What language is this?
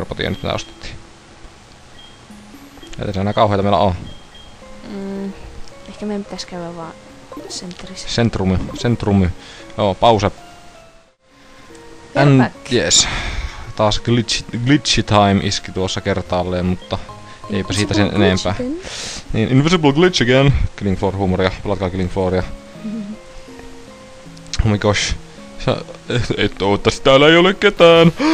Finnish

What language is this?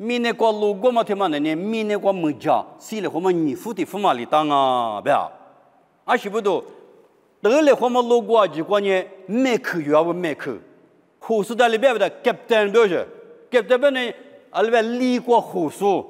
Lisu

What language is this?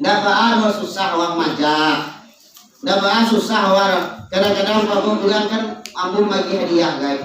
Minangkabau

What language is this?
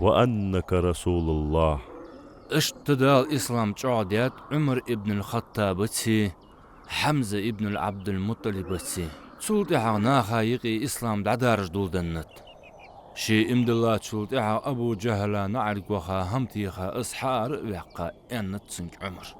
Ingush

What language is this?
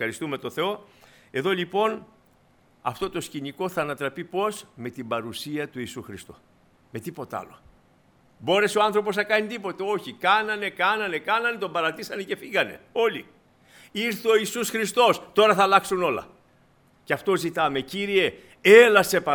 Greek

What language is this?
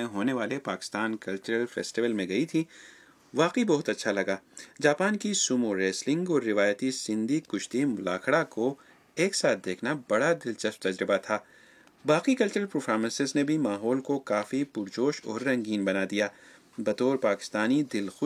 Urdu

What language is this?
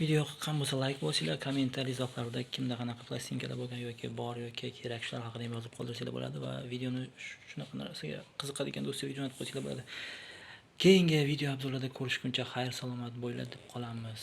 Uzbek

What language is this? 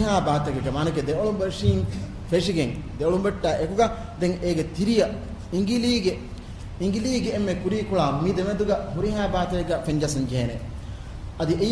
Divehi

